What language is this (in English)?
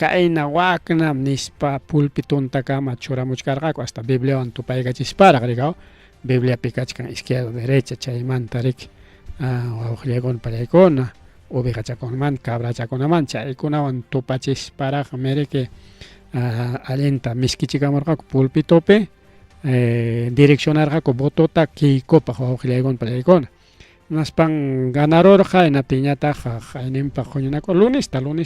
Ayacucho Quechua